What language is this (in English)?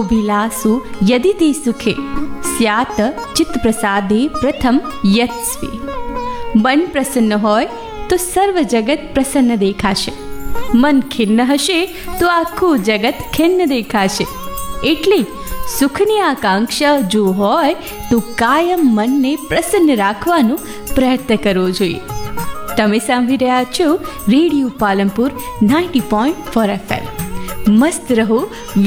Gujarati